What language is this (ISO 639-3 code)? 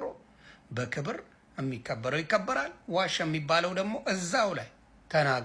amh